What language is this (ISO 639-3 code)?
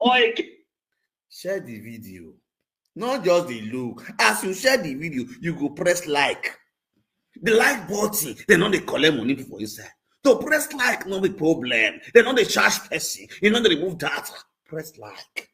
pcm